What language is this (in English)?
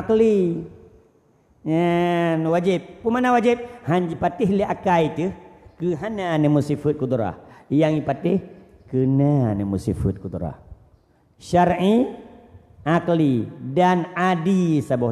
Achinese